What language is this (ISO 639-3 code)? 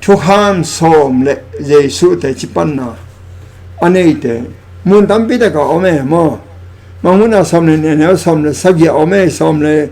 ctd